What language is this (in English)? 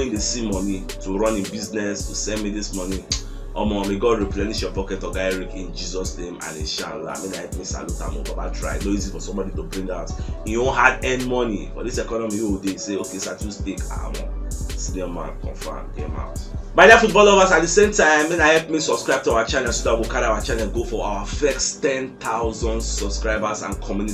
Nigerian Pidgin